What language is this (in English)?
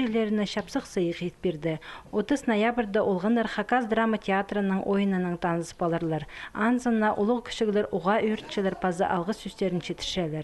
Khakas